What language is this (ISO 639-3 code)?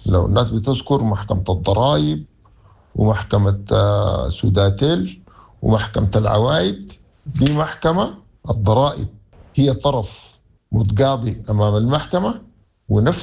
apd